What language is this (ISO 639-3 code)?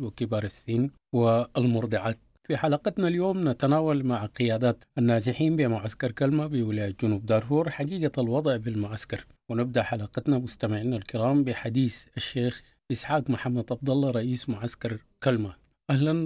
apd